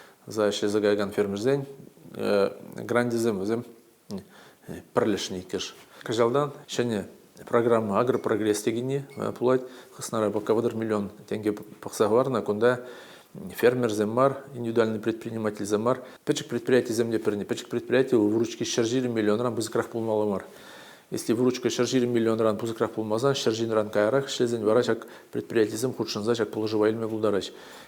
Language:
Chuvash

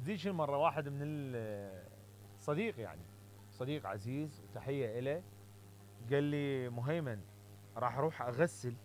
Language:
Mesopotamian Arabic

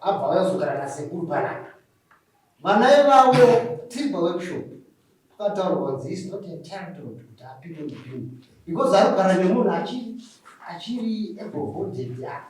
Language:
Shona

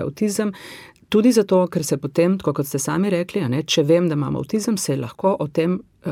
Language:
Slovenian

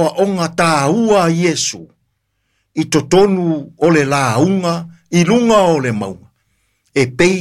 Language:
Samoan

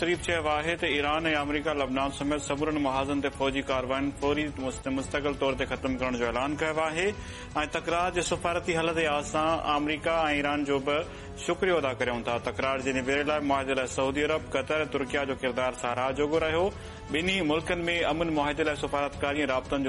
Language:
Sindhi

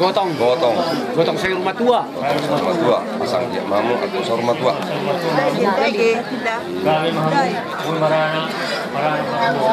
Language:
Batak Toba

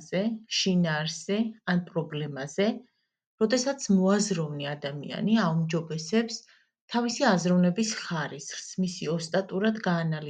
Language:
Georgian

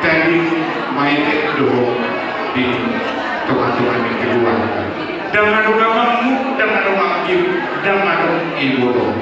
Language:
Batak Toba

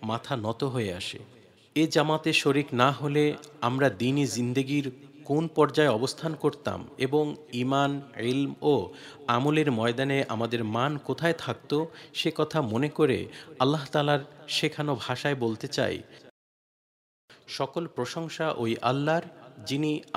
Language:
Bangla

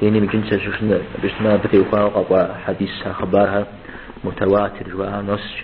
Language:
Kabardian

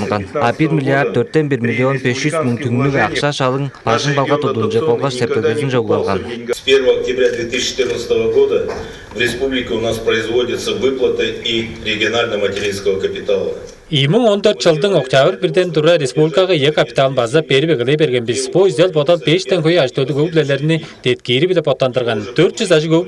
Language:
Tuvinian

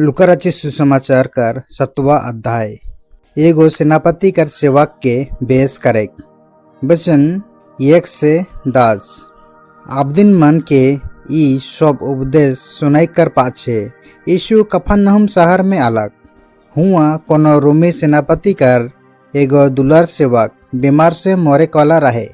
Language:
Sadri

